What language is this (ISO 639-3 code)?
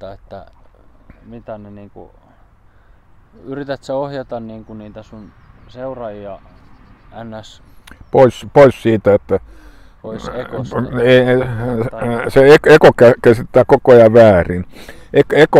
fin